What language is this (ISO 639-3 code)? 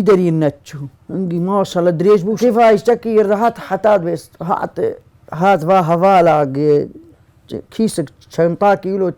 kur